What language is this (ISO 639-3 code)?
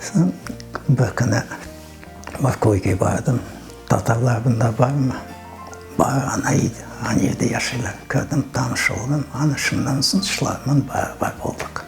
crh